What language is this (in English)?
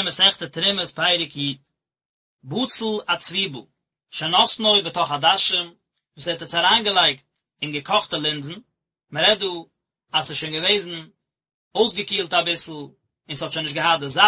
Yiddish